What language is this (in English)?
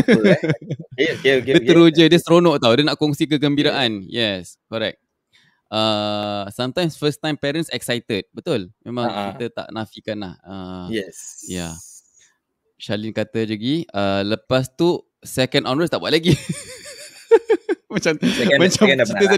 Malay